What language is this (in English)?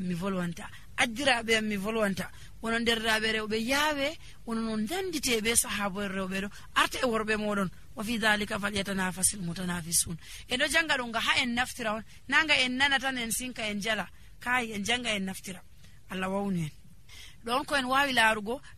Nigerian Fulfulde